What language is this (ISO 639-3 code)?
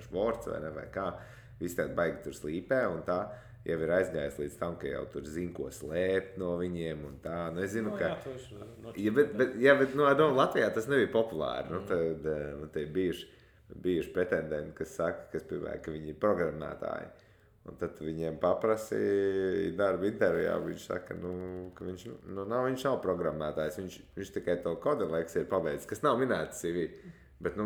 lav